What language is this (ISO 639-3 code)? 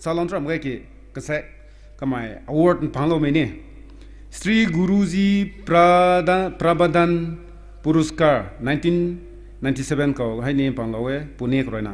nbu